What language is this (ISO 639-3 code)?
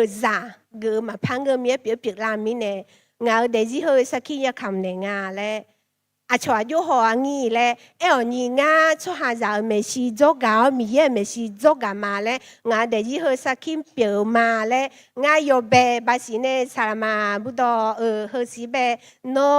ahk